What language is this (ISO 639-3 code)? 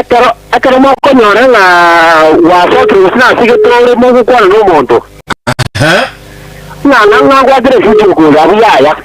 guz